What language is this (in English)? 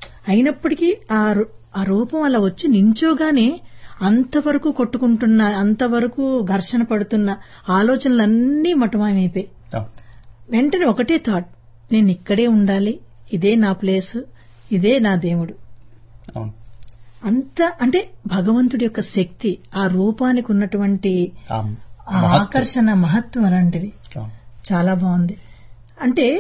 Telugu